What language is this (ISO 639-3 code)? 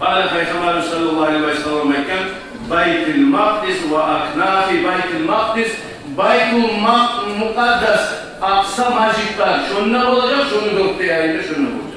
kum